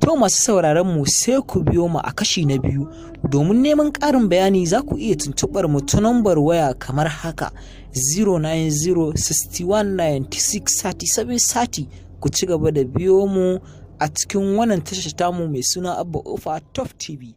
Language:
Hausa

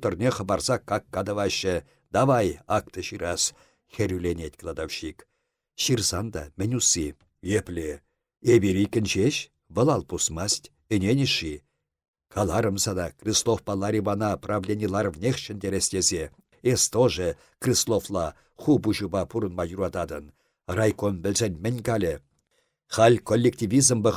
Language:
Chuvash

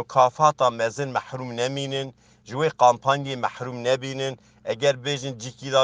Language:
Kurdish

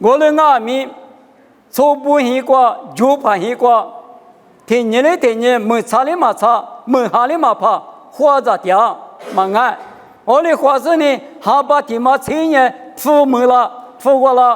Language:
Lisu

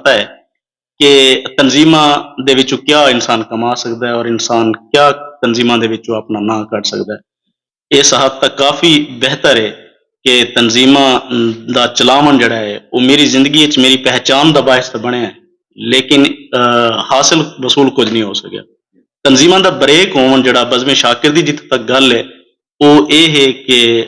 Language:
Saraiki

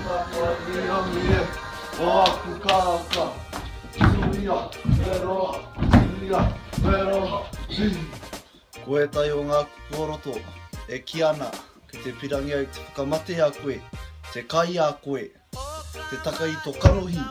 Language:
Māori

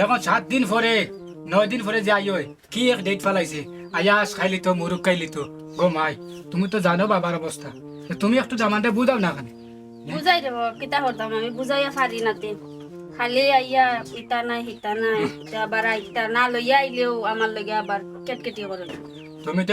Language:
Sylheti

